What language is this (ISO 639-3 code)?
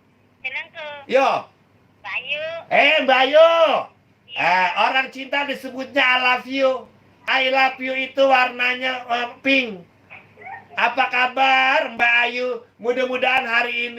bew